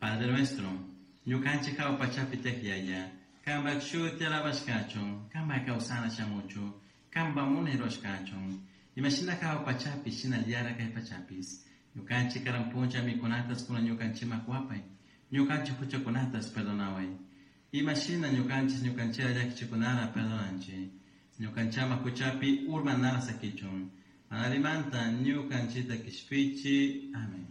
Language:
Chimborazo Highland Quichua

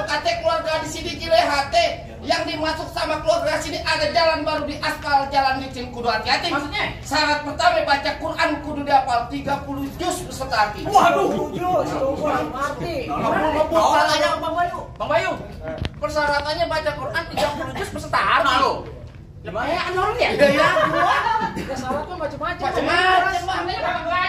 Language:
Betawi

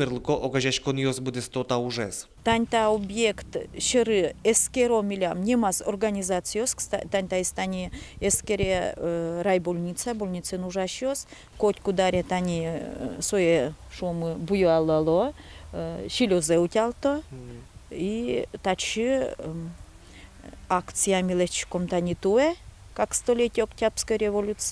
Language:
Udmurt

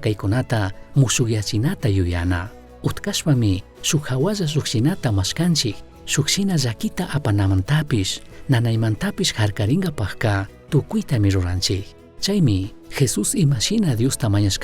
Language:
Chimborazo Highland Quichua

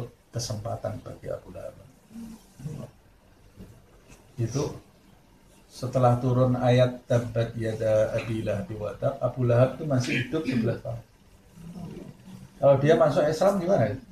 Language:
Indonesian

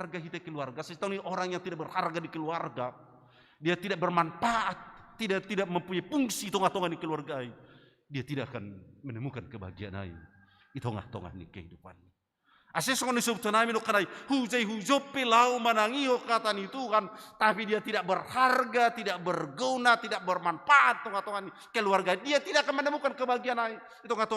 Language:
Batak Simalungun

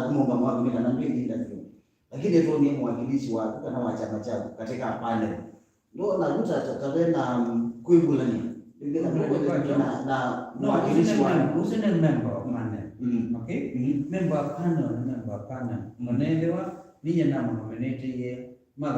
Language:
Kamba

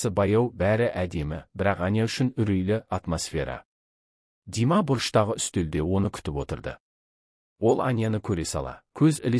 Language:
Kazakh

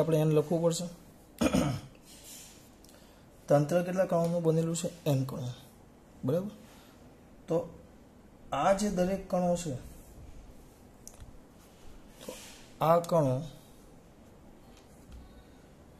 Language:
Gujarati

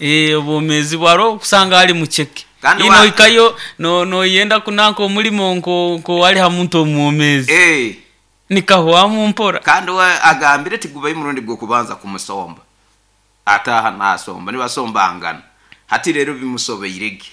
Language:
Nyoro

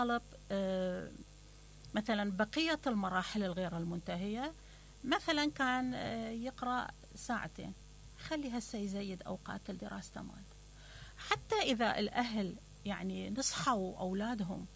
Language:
Mesopotamian Arabic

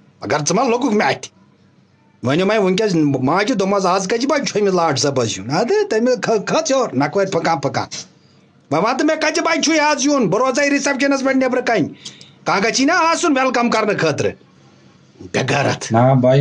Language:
Kashmiri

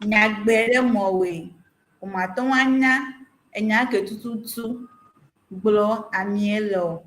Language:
Ewe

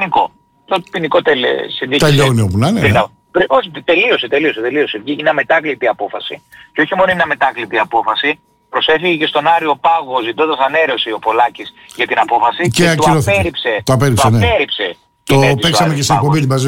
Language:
Greek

